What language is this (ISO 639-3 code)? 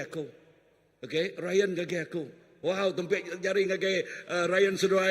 iba